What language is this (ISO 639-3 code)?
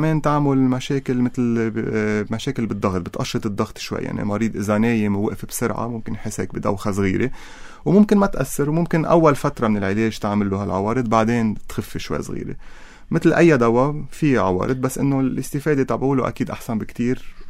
apc